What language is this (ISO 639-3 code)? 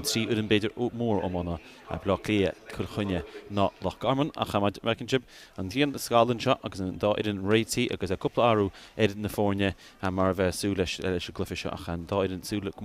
gle